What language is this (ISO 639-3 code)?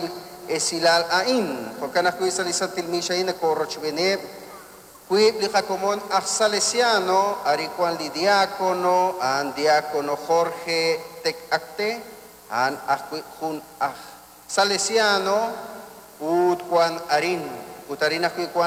kek